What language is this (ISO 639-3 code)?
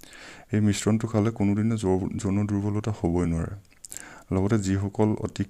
asm